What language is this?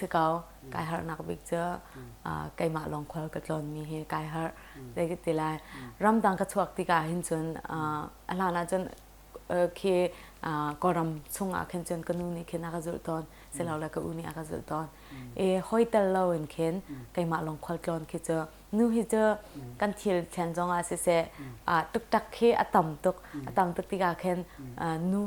Hakha Chin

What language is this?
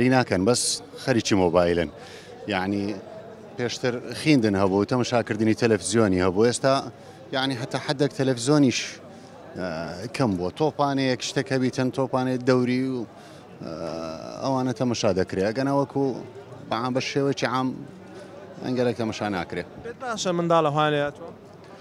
Central Kurdish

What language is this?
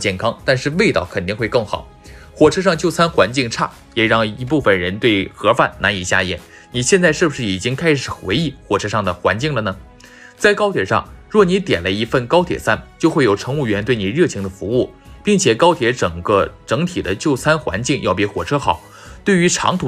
Chinese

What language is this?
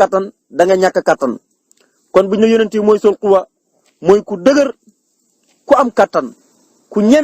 Wolof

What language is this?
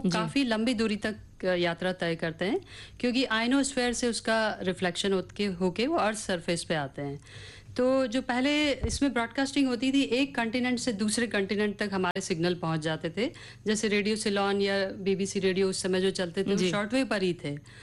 Hindi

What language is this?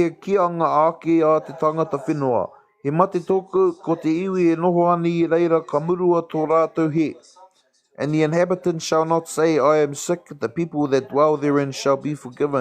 Māori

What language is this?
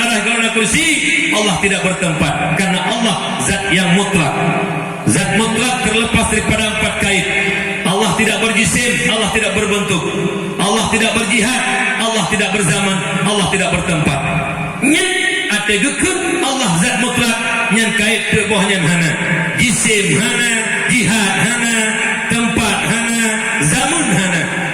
Achinese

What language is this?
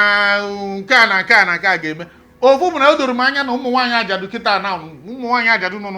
Igbo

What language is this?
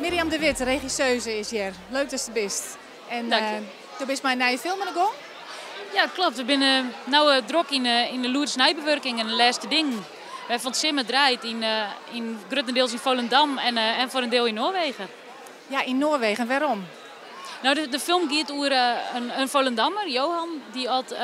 Western Frisian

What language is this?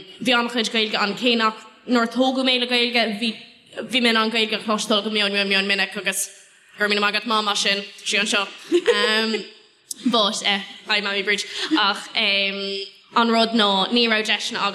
Irish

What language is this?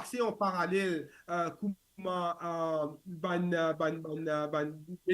Morisyen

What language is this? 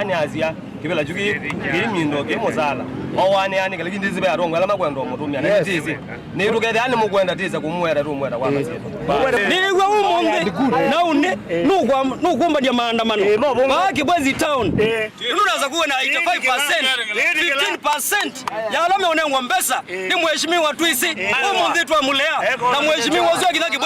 Kamba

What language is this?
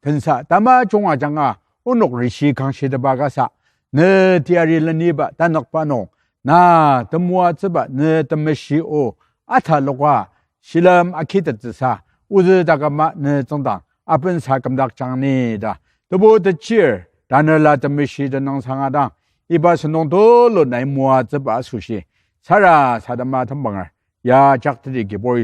Ao Naga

